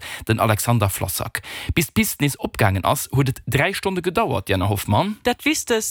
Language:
Luxembourgish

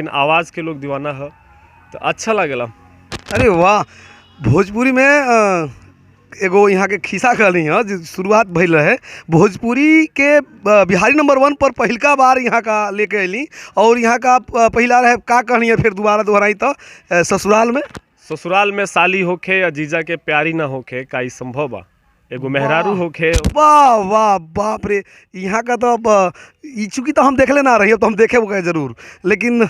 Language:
Bhojpuri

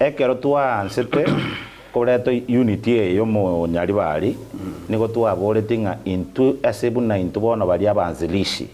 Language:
Gusii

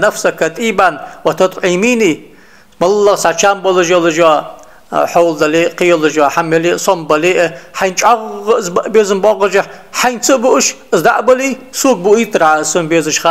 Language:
Ingush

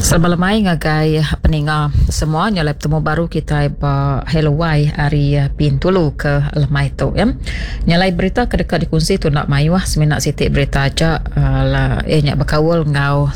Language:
Iban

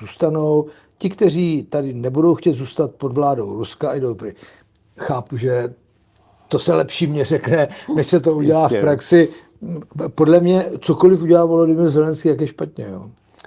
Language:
Czech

